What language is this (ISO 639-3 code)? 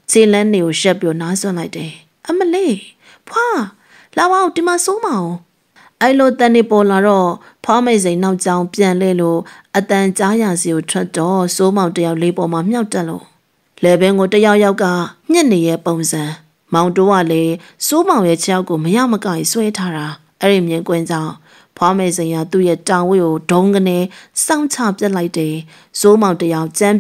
mya